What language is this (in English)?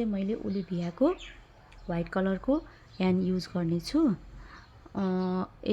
Nepali